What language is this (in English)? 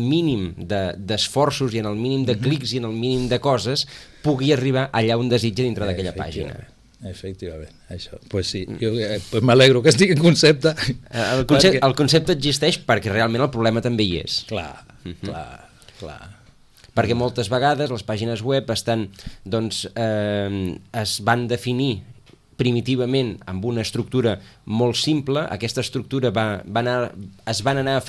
Catalan